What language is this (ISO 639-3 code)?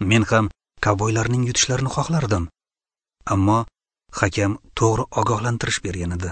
uzb